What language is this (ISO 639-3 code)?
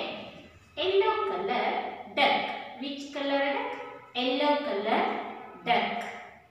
kan